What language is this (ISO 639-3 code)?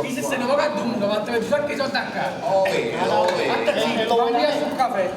nap